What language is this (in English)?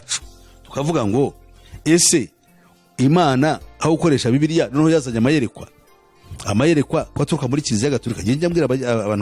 Kinyarwanda